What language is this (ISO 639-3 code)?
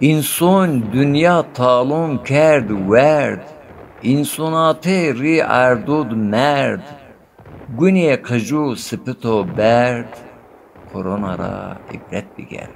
zza